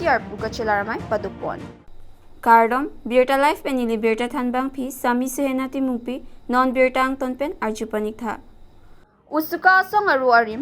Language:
Karbi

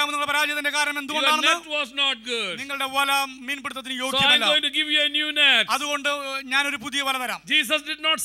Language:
Malayalam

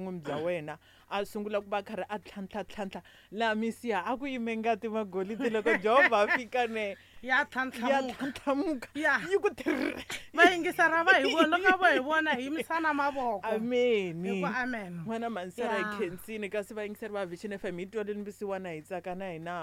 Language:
Tsonga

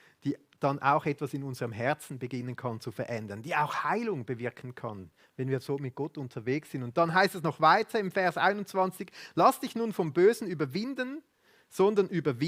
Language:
Swiss German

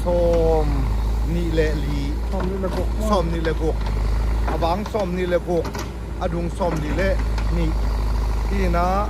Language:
Tedim Chin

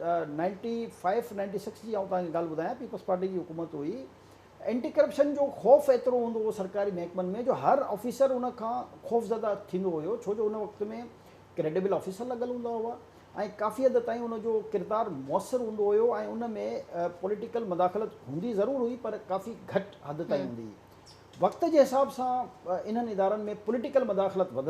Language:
Sindhi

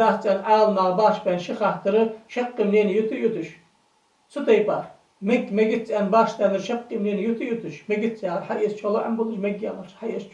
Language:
Ingush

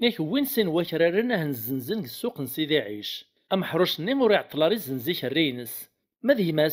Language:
Kabyle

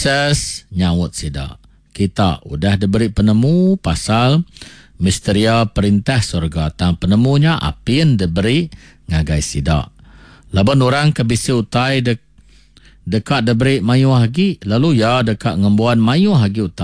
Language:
Iban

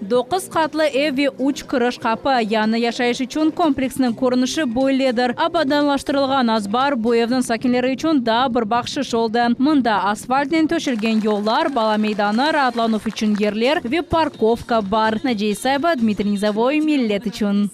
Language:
Crimean Tatar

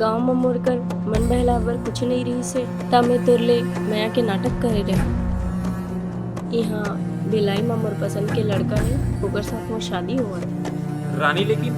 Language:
Chhattisgarhi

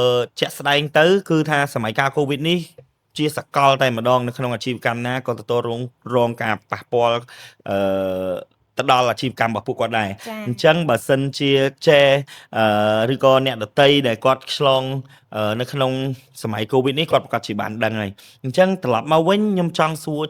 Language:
Khmer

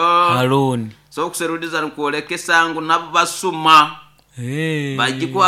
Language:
Nyoro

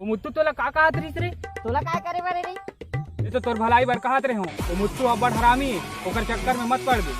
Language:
Chhattisgarhi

